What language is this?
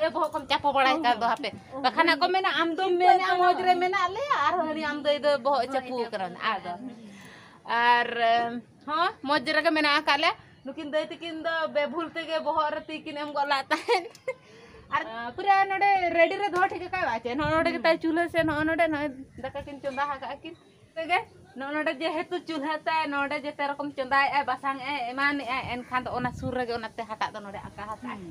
Santali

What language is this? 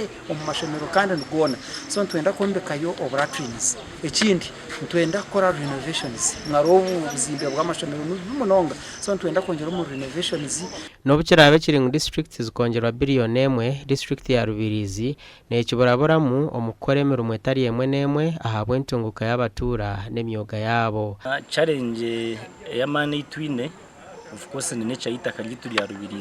Nyankole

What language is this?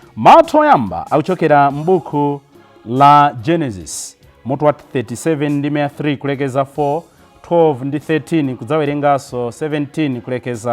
Nyanja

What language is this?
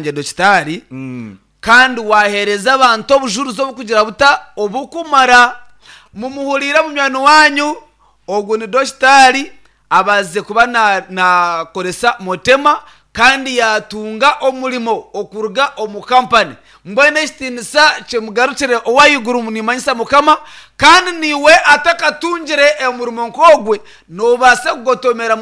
Nyankole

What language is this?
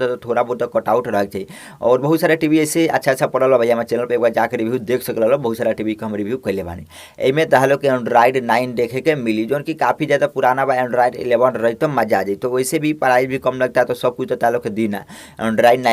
Bhojpuri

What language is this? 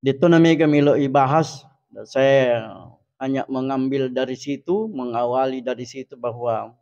Buginese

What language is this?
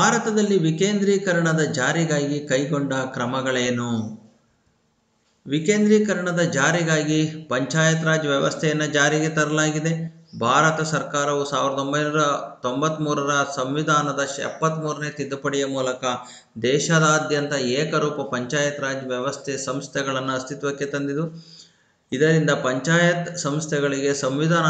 Kannada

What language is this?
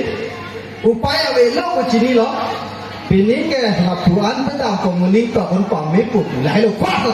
Karbi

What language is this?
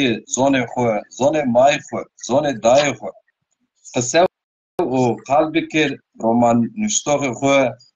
Zaza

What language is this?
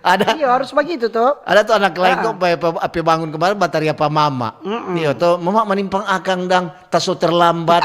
Manado Malay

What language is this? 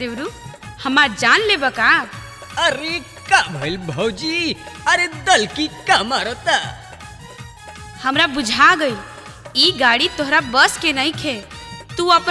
Bhojpuri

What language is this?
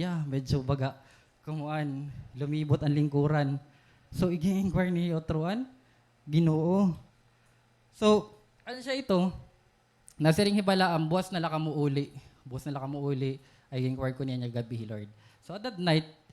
Waray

